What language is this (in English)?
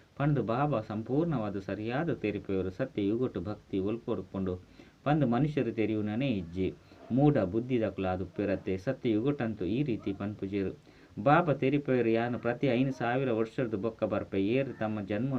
Tulu